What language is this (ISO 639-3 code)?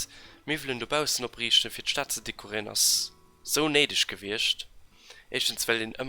ltz